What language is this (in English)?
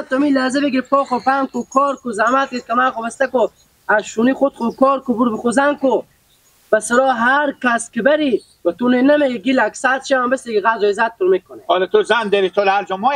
Persian